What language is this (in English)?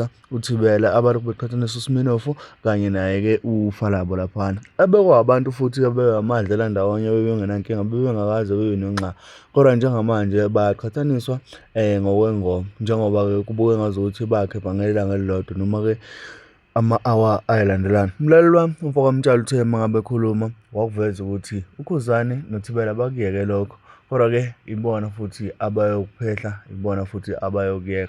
Zulu